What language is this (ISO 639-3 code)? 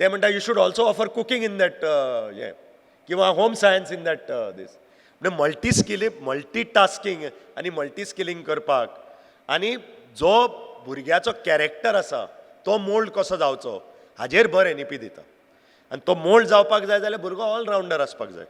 kok